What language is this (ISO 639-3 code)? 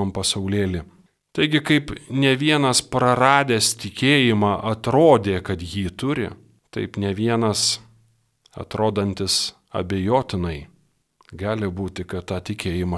lit